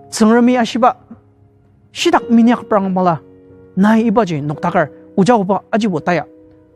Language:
Ao Naga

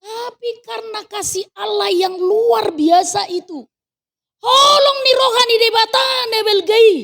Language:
Batak Toba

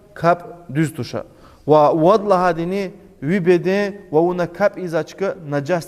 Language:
Lezghian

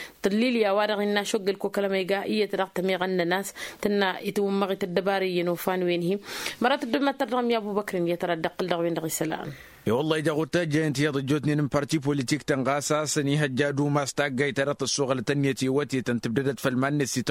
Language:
Tamasheq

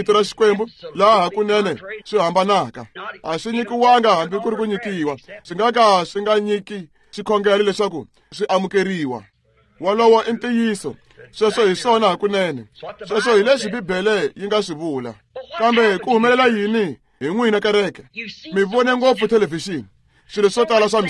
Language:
Tsonga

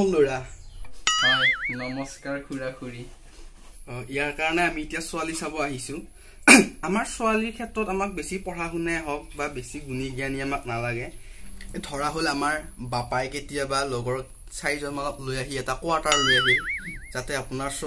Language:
Assamese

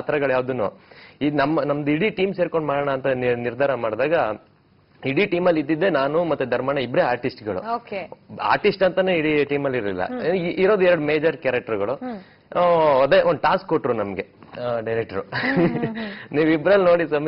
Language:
Kannada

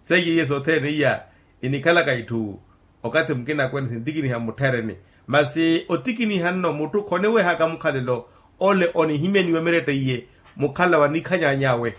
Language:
Makhuwa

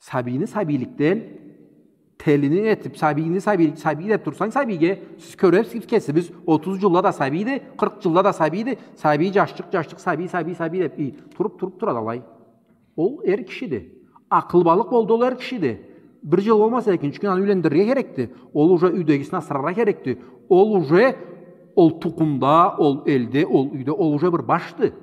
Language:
Karachay-Balkar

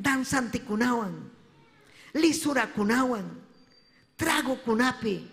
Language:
Ayacucho Quechua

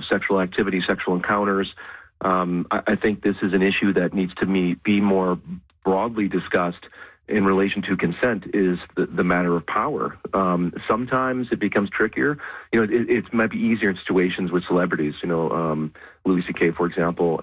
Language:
English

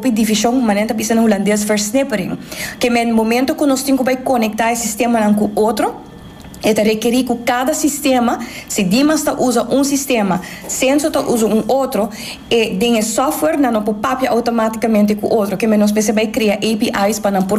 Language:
Papiamento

